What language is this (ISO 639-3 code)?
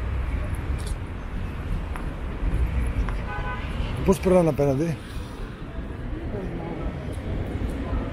ell